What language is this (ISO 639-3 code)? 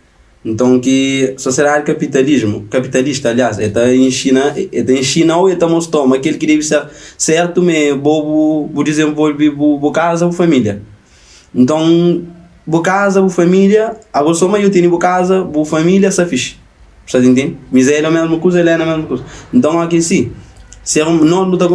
kea